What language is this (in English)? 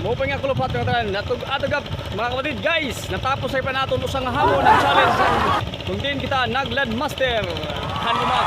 Waray